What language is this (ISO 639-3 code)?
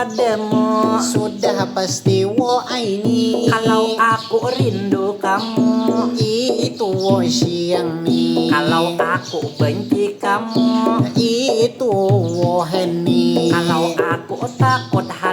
bjn